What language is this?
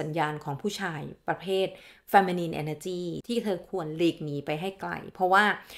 Thai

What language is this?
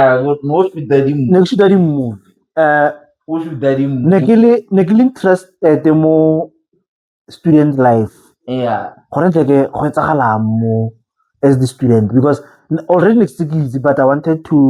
Tswana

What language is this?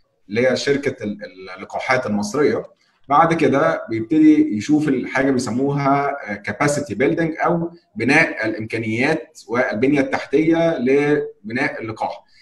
Egyptian Arabic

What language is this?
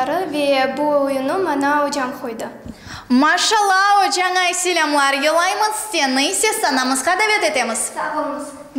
Crimean Tatar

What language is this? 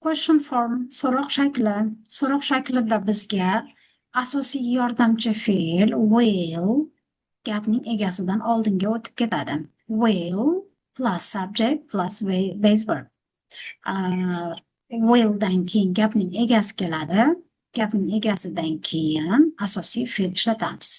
Uzbek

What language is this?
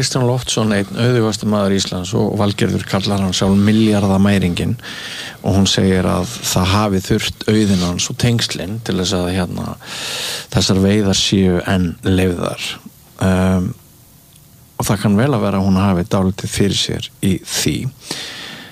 Icelandic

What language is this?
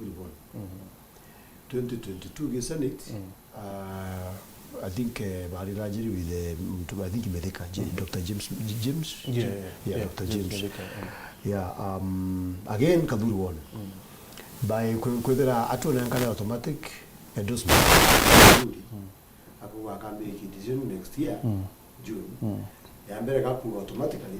Meru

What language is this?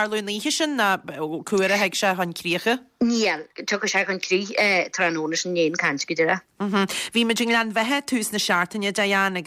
Irish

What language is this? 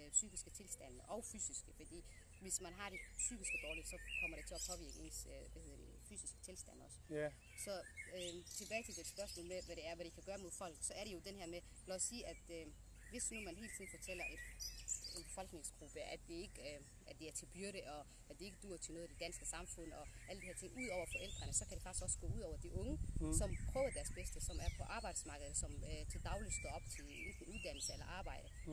Danish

